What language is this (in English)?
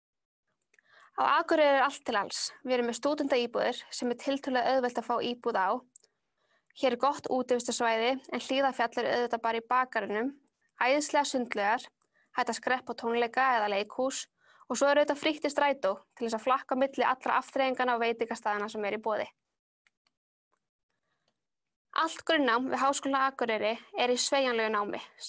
Icelandic